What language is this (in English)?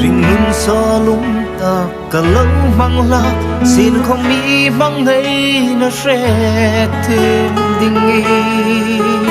Hmar